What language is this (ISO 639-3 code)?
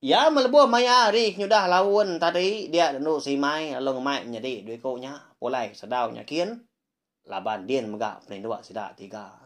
iba